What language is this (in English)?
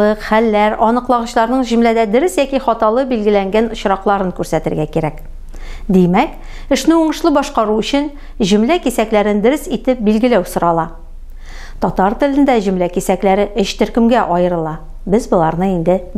Tatar